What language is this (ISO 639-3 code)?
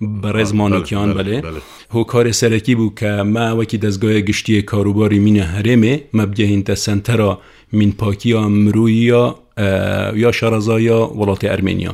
kur